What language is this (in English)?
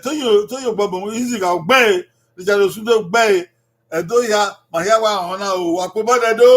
Bini